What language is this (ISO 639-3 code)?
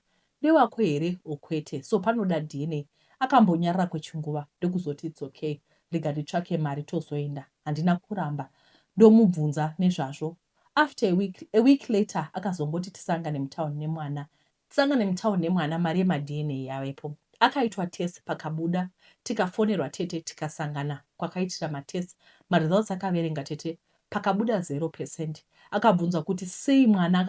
sna